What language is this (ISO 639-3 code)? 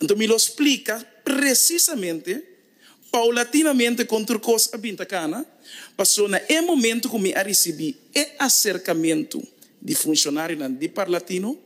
pap